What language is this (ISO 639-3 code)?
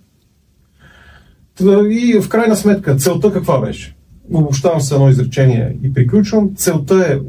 bul